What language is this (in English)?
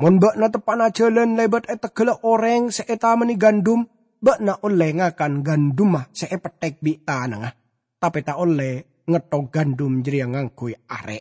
Madurese